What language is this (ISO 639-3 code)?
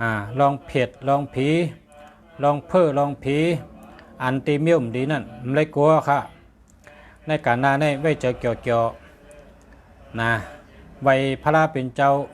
shn